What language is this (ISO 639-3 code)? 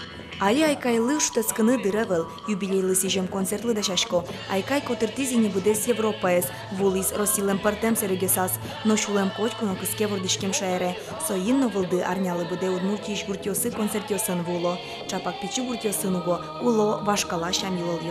udm